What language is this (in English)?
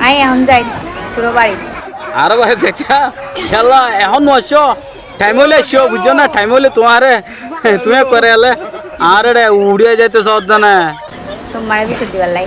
Rohingya